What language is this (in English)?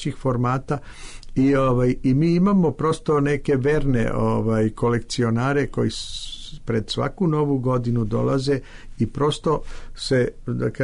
Serbian